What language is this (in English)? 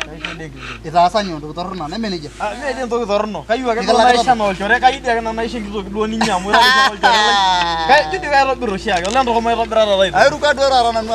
Masai